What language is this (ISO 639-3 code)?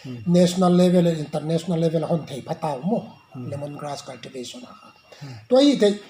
pck